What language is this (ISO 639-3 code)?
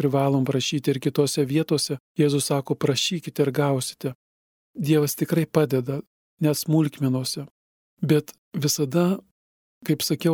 lit